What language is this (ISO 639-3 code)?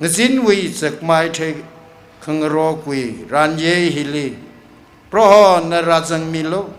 nmf